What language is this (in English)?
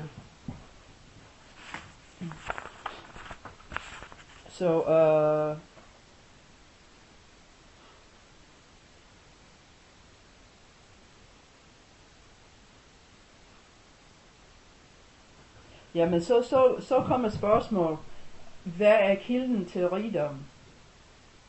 Danish